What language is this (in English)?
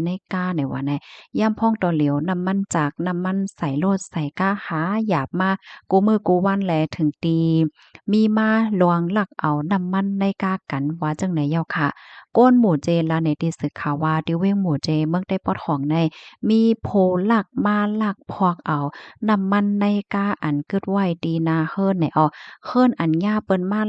Shan